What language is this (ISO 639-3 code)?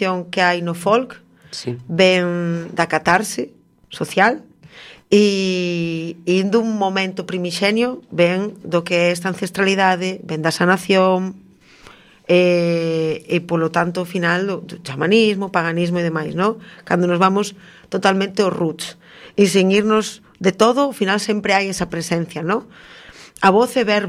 glg